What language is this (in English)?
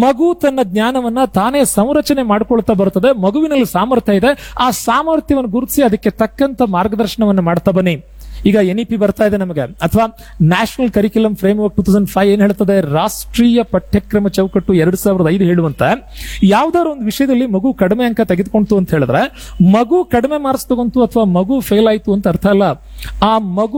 Kannada